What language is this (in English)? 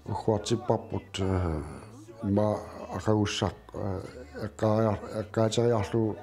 Kalaallisut